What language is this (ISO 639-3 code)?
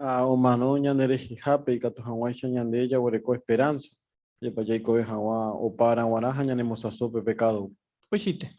grn